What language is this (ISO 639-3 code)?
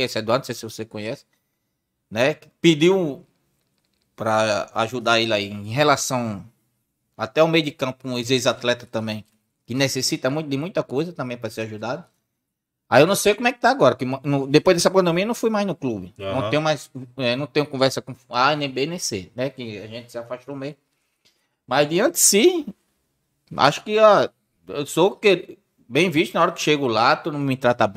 por